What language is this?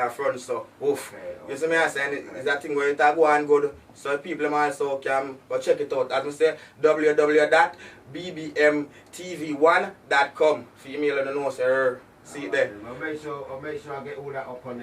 Jamaican Creole English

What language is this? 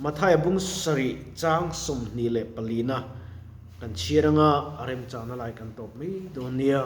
Mizo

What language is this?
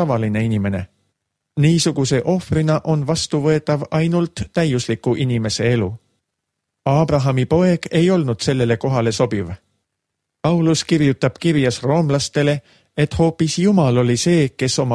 Estonian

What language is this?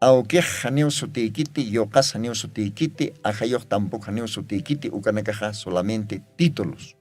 Aymara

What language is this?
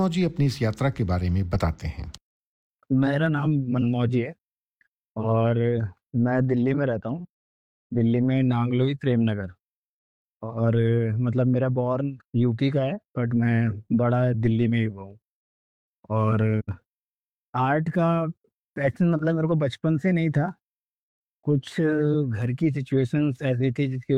Hindi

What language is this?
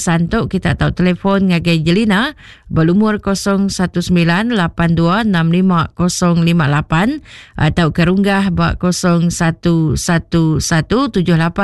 Iban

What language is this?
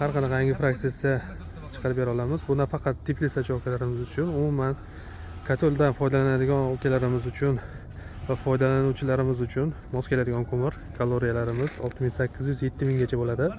Uzbek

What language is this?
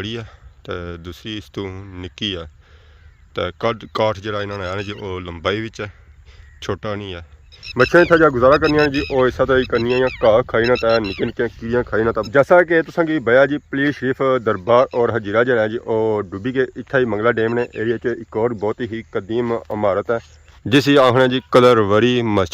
Pahari-Potwari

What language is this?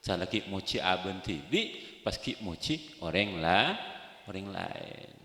Madurese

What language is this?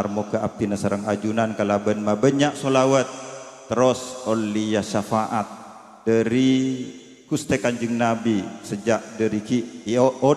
Madurese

